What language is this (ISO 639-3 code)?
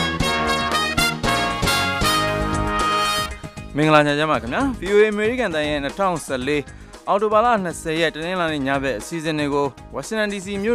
mya